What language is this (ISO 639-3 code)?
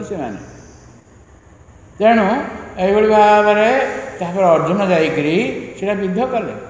ori